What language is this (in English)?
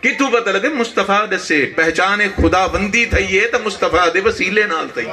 Saraiki